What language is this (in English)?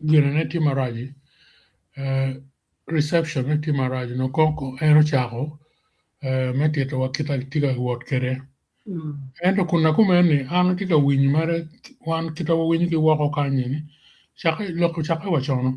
Acoli